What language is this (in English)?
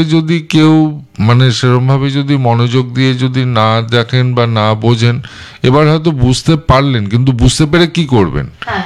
Bangla